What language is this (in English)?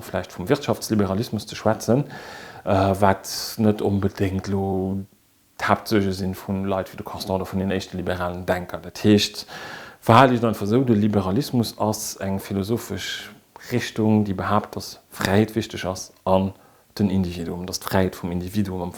Luxembourgish